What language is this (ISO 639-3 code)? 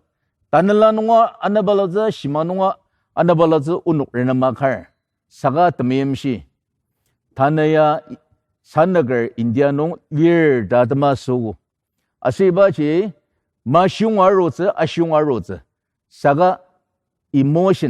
njo